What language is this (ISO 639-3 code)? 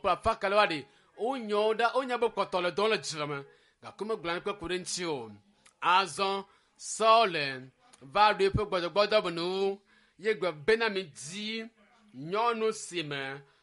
ewe